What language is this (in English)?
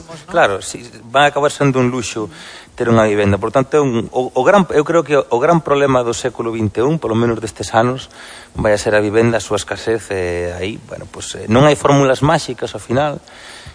Galician